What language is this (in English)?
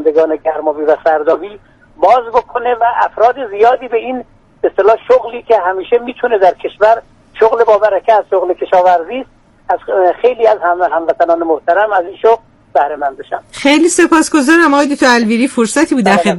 Persian